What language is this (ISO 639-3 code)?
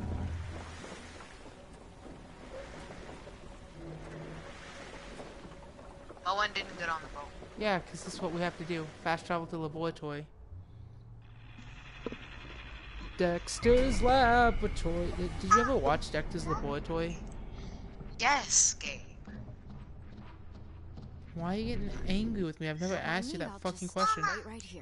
eng